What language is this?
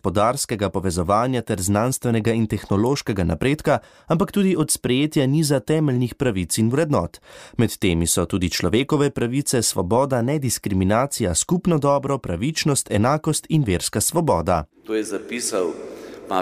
Slovenian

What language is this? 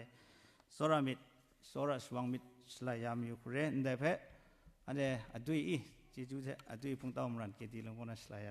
Kachin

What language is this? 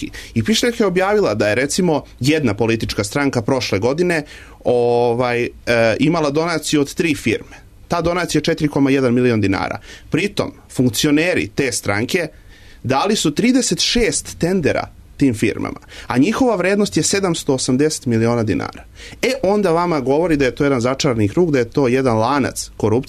Serbian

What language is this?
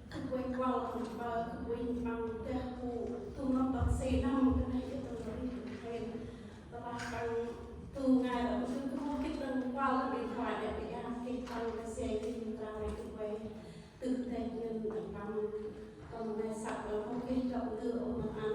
Central Mnong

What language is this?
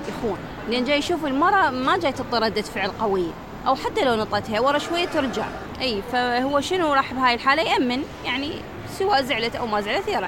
Mesopotamian Arabic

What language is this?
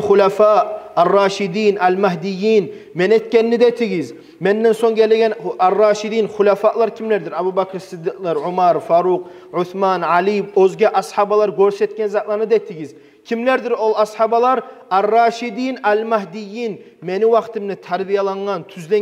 Kumyk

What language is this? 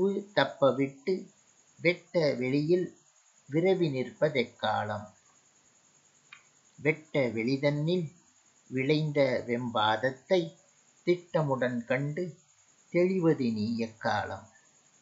Tamil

